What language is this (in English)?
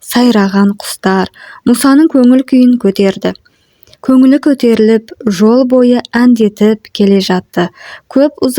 Kazakh